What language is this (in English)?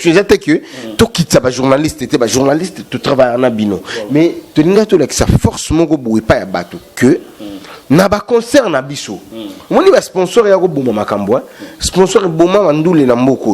Lingala